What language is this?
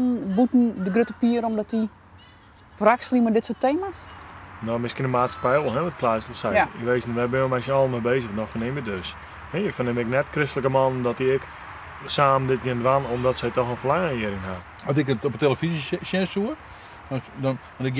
Western Frisian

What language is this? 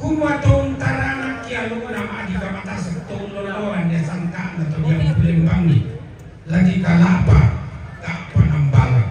Toraja-Sa'dan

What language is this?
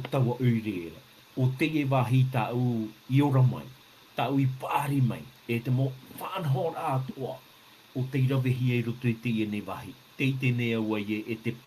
Tahitian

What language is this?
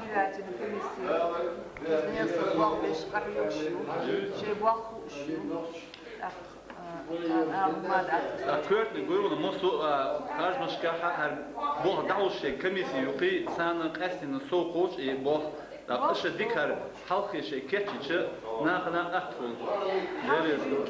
Chechen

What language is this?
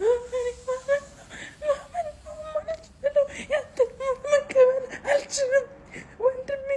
Amharic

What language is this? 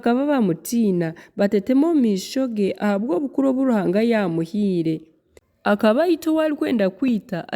Nyankole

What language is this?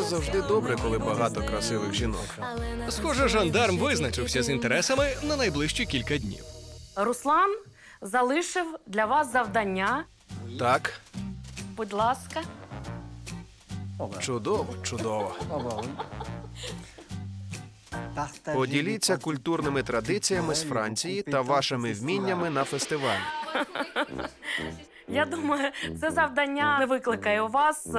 Ukrainian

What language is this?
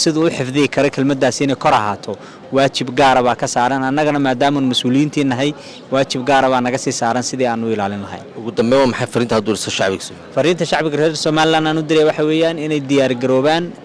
Somali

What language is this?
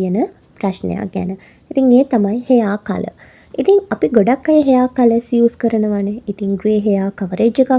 Sinhala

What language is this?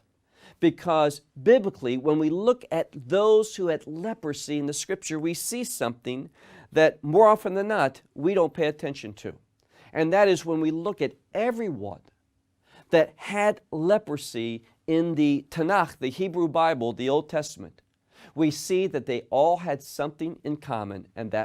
English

